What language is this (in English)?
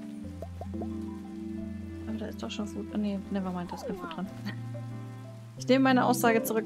German